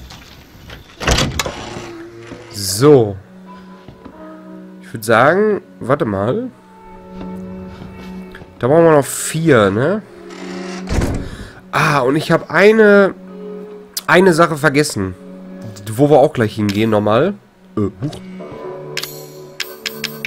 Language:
German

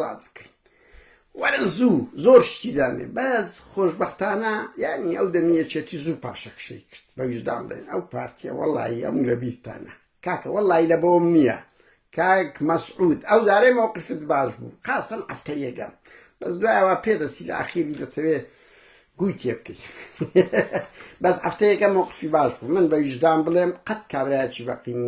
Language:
Central Kurdish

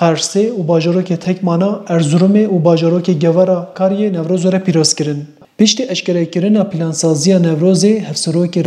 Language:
Kurdish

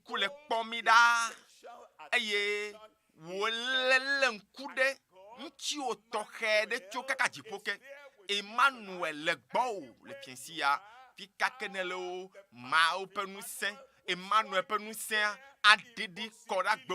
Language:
Ewe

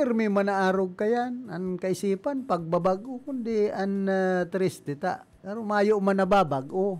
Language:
Bikol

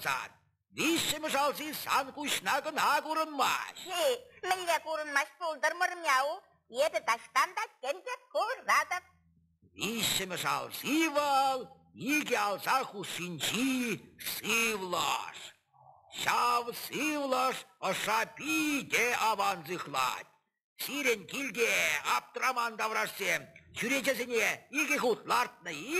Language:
Chuvash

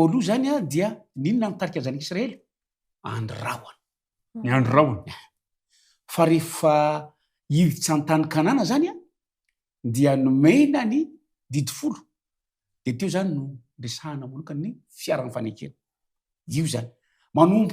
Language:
Malagasy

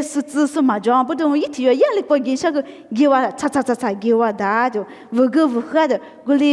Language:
Lisu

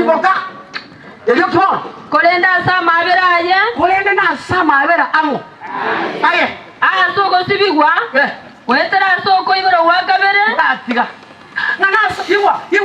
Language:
Gusii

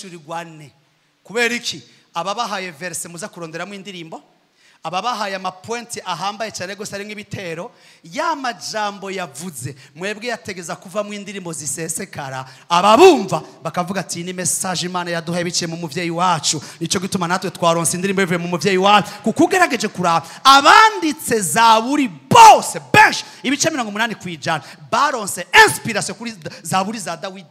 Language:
Rundi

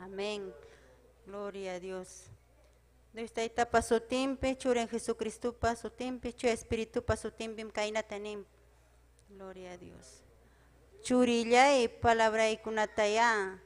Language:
Ayacucho Quechua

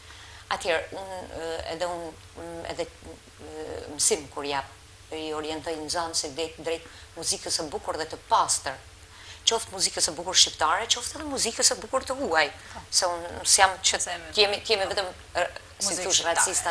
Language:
Albanian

